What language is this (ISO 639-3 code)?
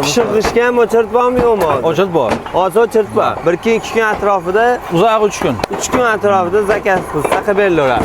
uzb